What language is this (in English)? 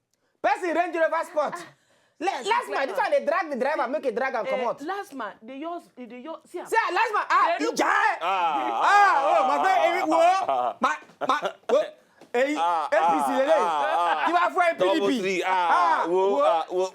Nigerian Pidgin